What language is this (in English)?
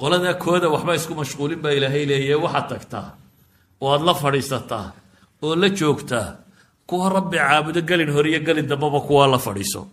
Somali